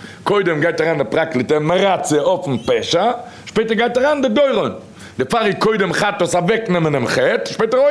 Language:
Yiddish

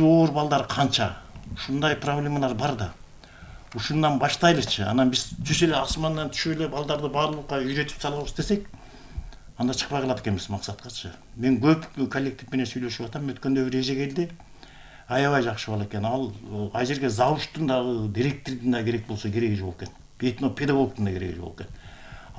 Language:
Kyrgyz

